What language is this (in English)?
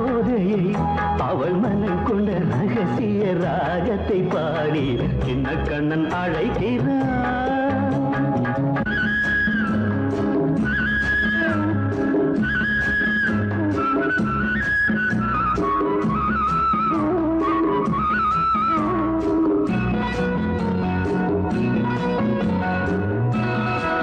Tamil